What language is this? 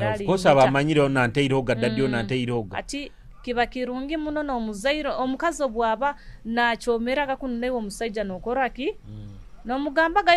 Nyoro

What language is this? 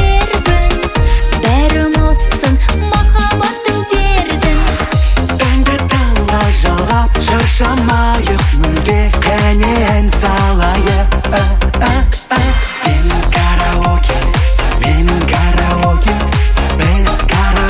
Kazakh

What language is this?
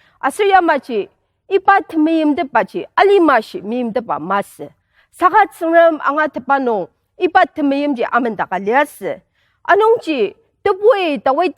Ao Naga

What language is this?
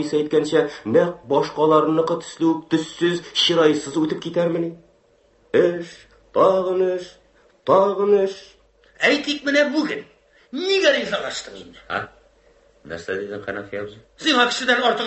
Tatar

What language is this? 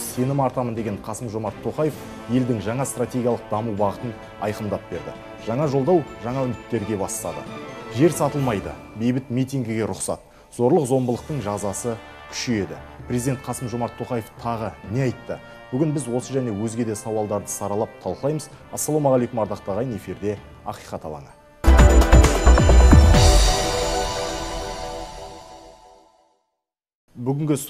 Kazakh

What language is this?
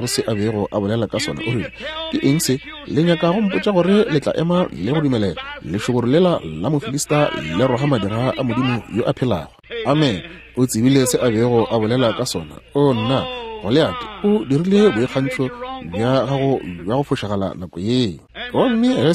Northern Sotho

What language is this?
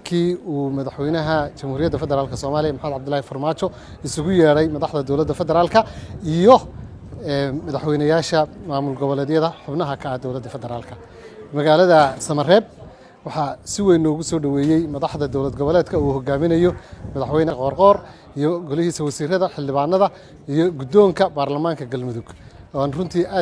Somali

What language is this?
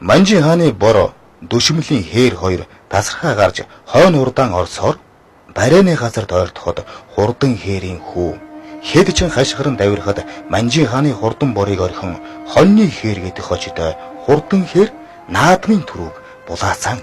Mongolian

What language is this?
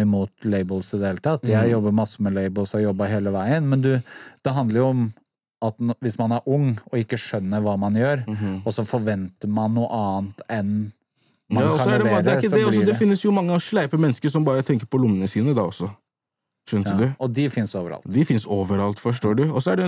Norwegian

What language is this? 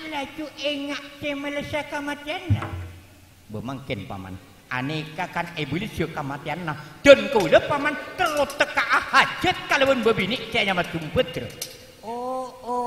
Madurese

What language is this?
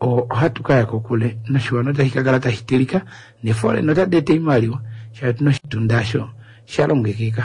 Kuanyama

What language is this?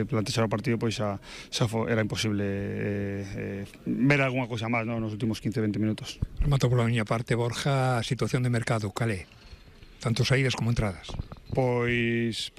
Galician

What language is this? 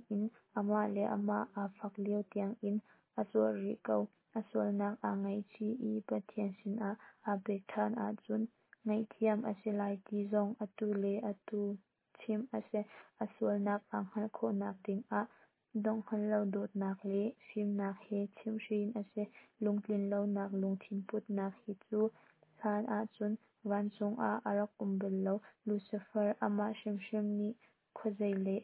Hakha Chin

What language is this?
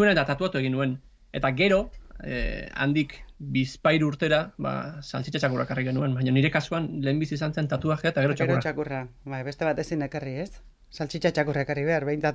Basque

